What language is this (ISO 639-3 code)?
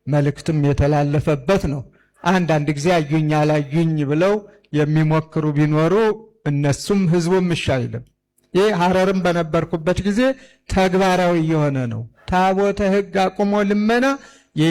amh